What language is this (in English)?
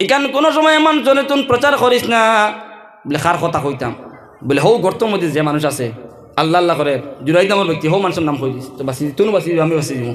Sylheti